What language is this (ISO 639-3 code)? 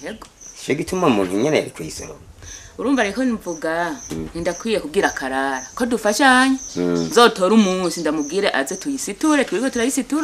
run